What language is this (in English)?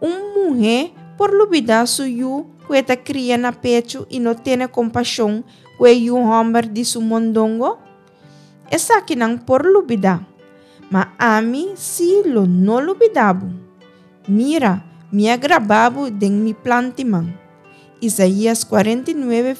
Papiamento